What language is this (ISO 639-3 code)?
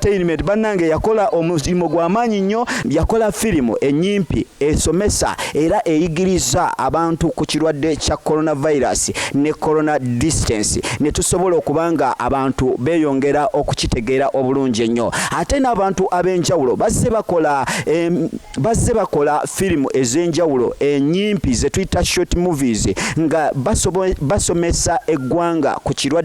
lug